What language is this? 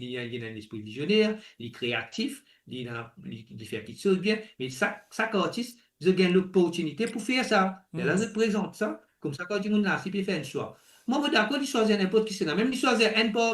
Morisyen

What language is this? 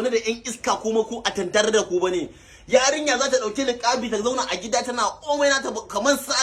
Hausa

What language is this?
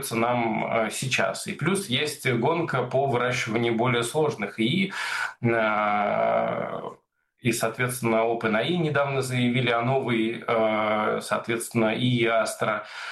Russian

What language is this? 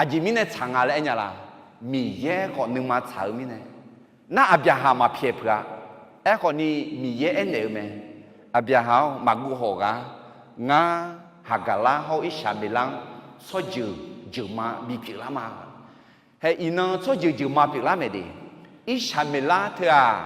Akha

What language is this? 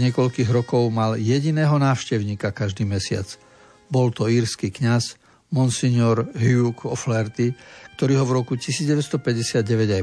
Slovak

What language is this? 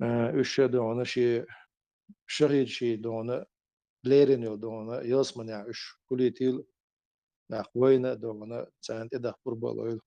Chechen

